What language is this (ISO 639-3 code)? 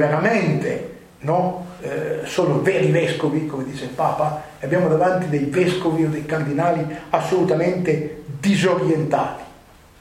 ita